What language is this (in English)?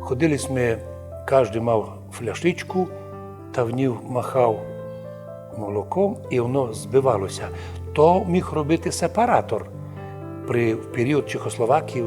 Rusyn